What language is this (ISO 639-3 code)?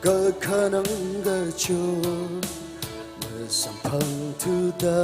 nmf